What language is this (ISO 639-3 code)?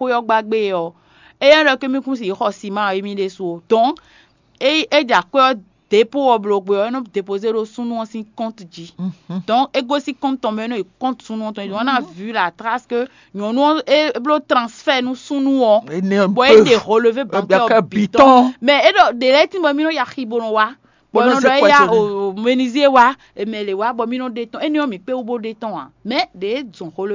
fon